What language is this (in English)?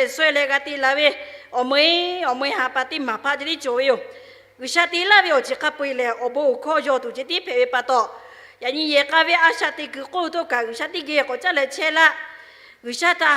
Lahu